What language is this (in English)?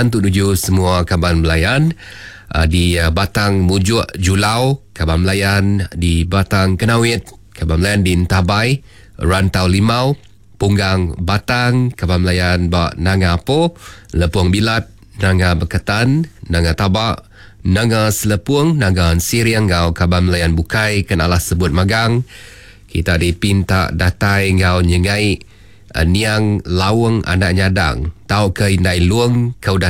Iban